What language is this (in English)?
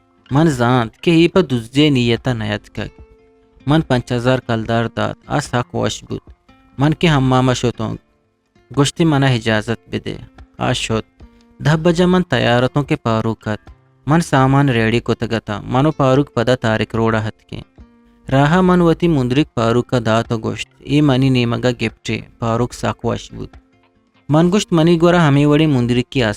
Eastern Balochi